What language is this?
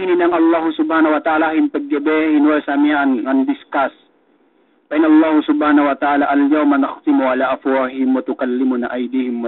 Yakan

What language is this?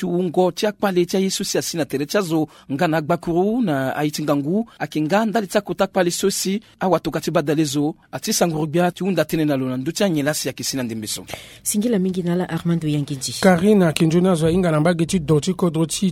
Sango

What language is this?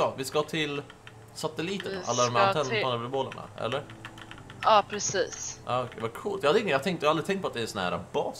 Swedish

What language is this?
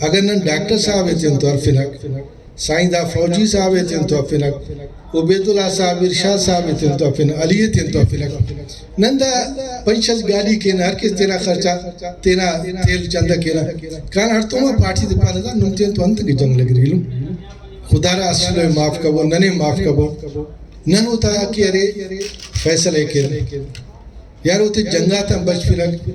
Brahui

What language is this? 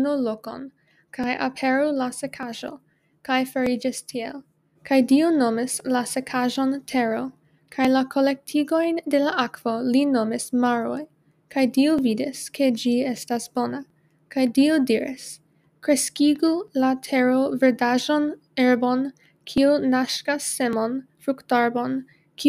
Esperanto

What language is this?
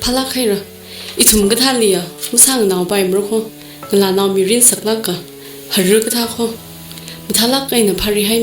Tangkhul Naga (India)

